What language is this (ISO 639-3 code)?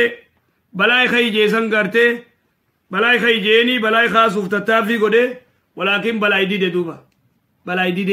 orm